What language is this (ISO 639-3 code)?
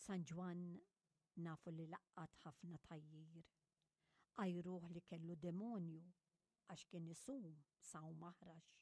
mlt